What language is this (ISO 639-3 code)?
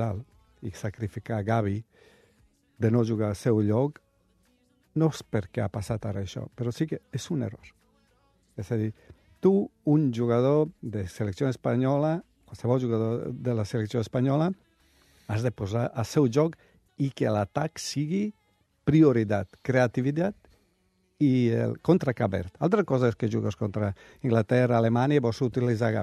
cat